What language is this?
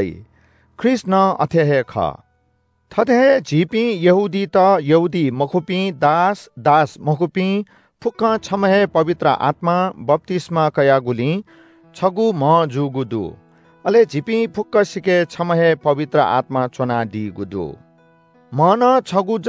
Newari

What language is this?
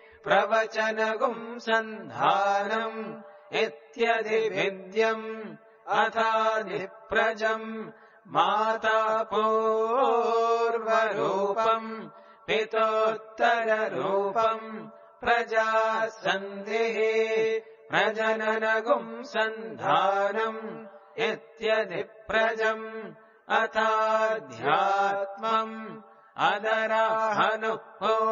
Sanskrit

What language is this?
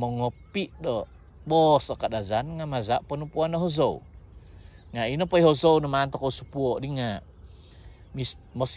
Central Dusun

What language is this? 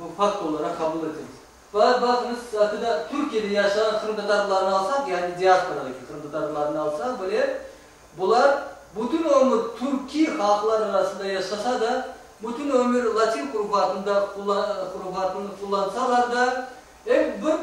Crimean Tatar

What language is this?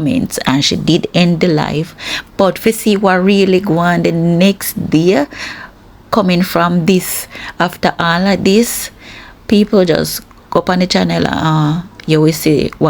Jamaican Creole English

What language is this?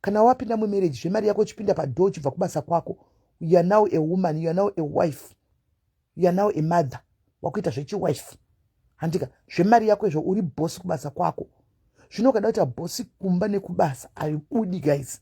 Shona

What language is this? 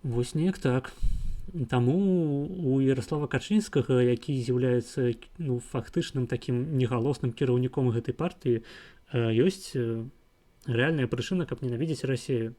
Belarusian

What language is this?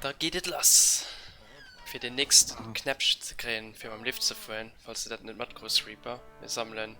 Luxembourgish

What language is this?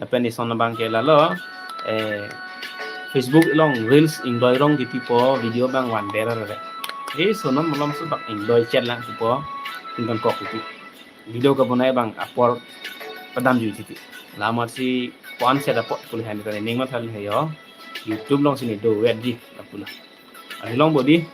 Karbi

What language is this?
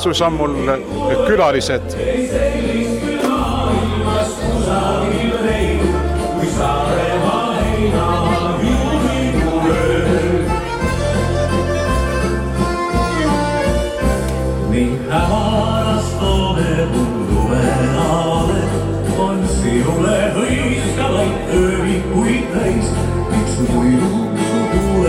Estonian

